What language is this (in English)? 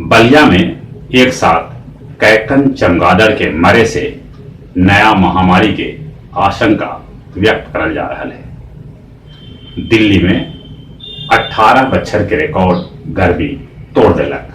Magahi